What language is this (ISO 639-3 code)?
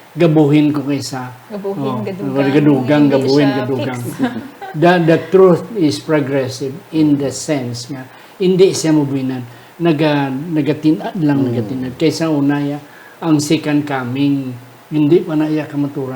hil